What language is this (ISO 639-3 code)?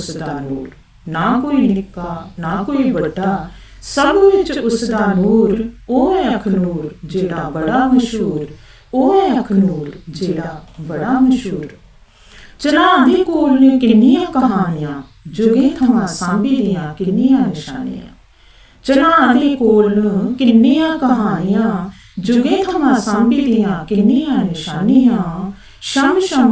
doi